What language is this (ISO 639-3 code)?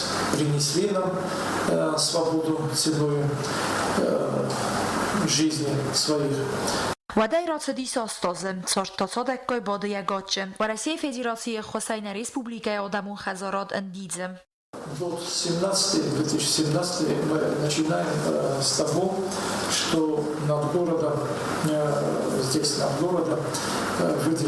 oss